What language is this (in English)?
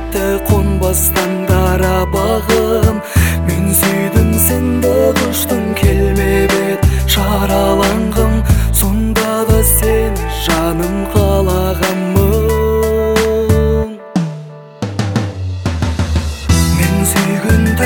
Kazakh